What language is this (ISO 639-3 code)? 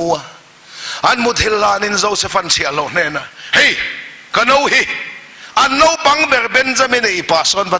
lus